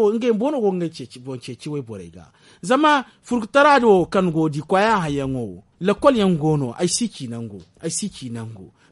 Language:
Zarma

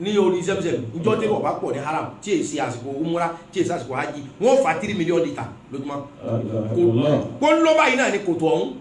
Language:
Yoruba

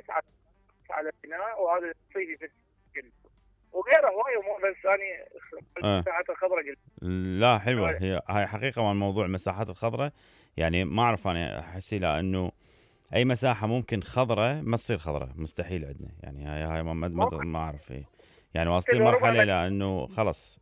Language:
Mesopotamian Arabic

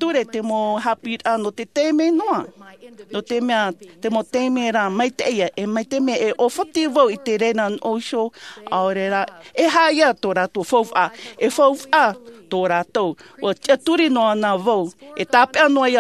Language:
Tahitian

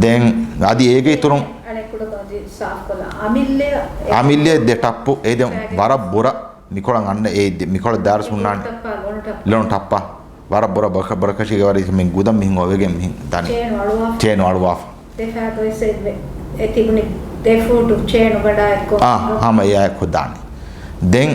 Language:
Divehi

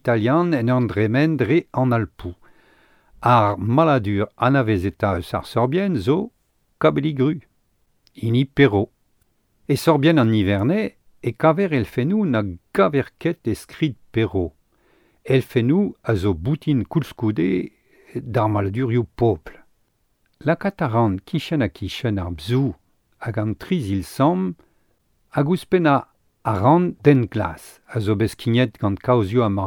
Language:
Breton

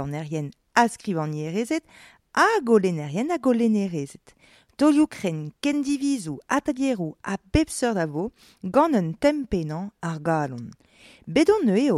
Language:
Breton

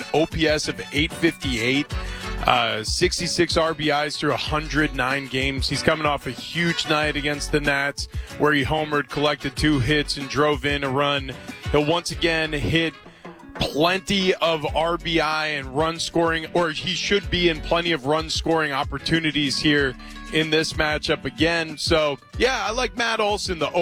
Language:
English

